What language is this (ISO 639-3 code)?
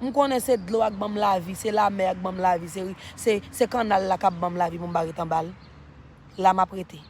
hat